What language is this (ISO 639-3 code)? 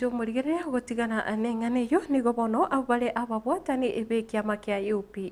guz